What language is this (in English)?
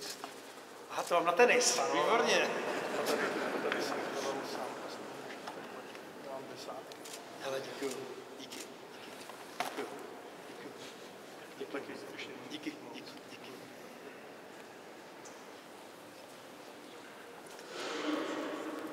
Czech